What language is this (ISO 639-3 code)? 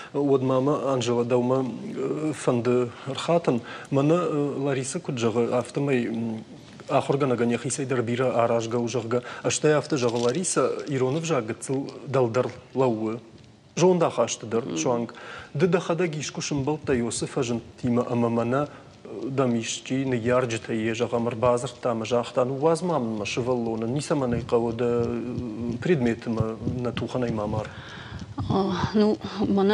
oss